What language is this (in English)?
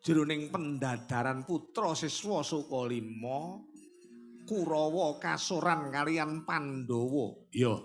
Javanese